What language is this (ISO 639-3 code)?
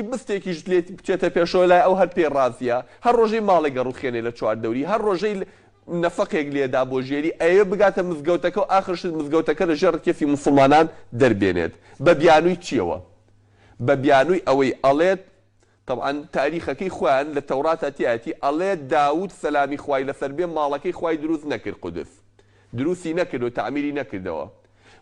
ckb